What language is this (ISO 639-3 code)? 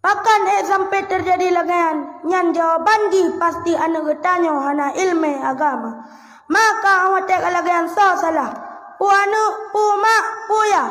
ace